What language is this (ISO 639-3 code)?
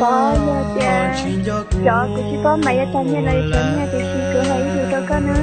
hmn